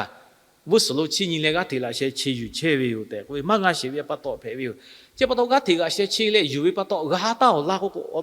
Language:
Lahu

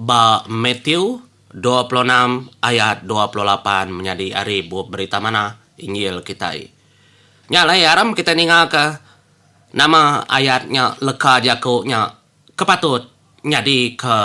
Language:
Iban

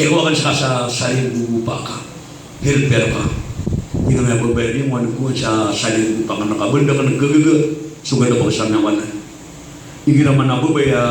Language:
Maranao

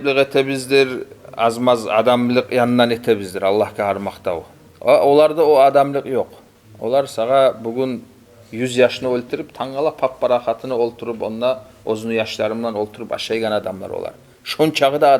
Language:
Kumyk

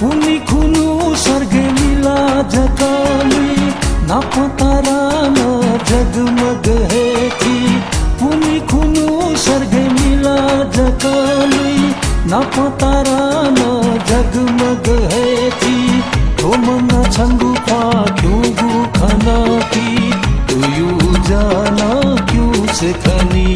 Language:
Newari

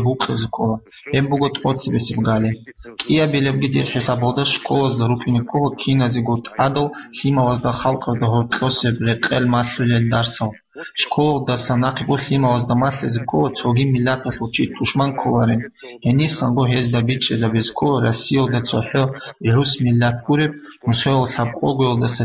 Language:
Avaric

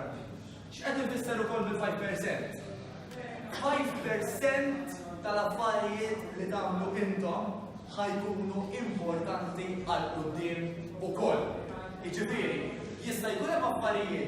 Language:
Maltese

